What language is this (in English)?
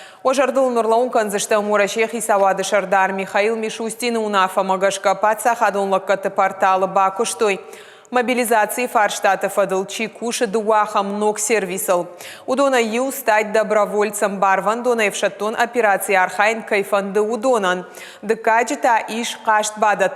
Ossetic